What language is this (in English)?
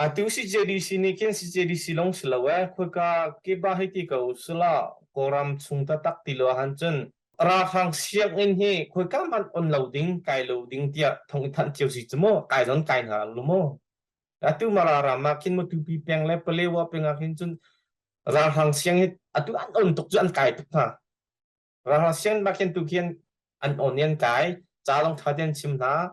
Hakha Chin